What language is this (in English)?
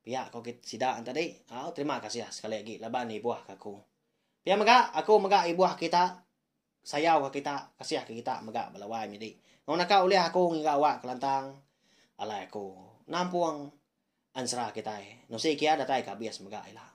Iban